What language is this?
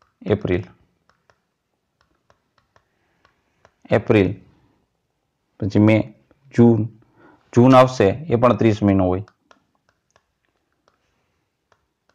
Gujarati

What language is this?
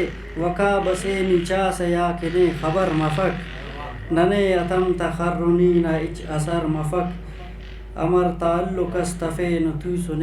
Brahui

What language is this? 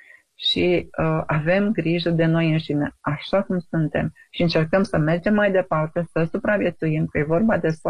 Romanian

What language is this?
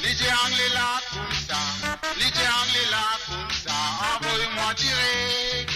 Morisyen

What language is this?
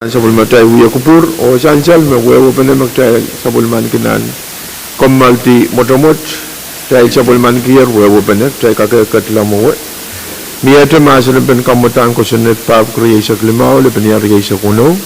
Pohnpeian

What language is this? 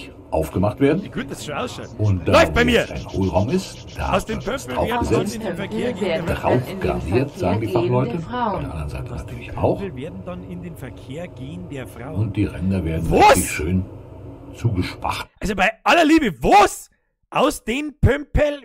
Bavarian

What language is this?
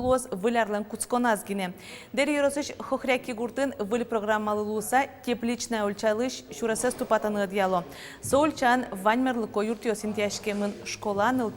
Udmurt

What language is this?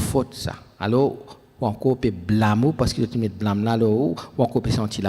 Morisyen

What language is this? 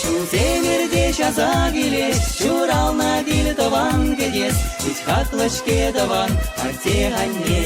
Chuvash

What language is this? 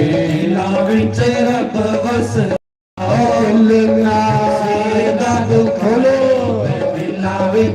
Dogri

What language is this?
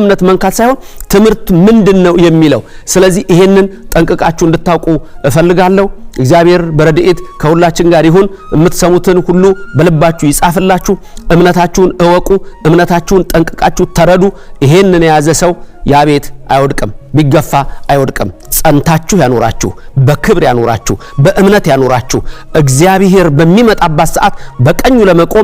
Amharic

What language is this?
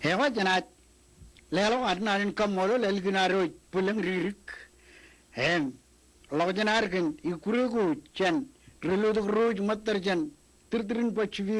Marshallese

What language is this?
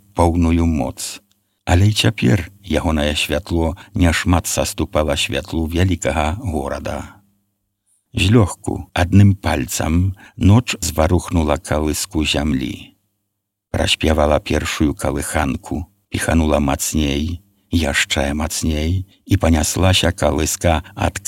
Belarusian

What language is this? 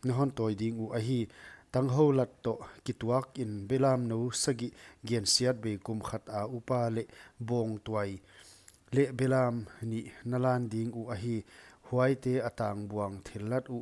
Paite Chin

